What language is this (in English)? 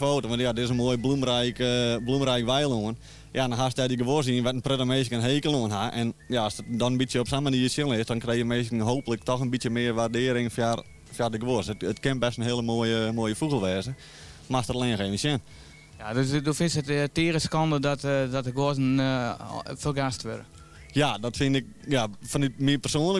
Western Frisian